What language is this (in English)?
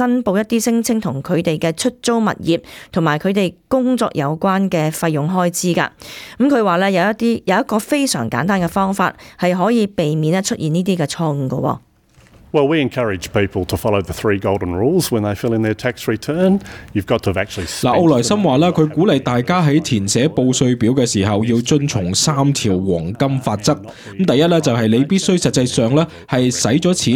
Cantonese